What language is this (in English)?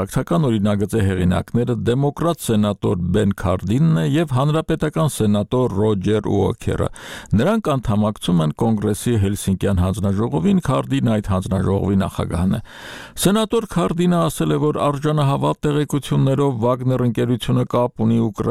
Armenian